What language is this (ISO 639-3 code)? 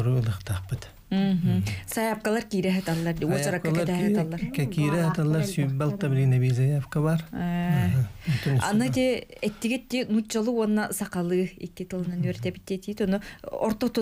sah